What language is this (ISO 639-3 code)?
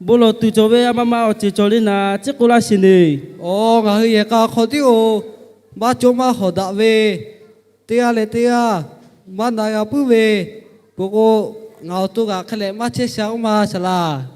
lhu